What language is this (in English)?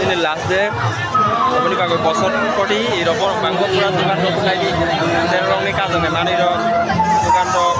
Kok Borok